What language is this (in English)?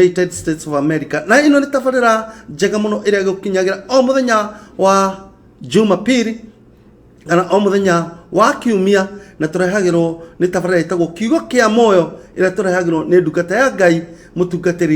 Kikuyu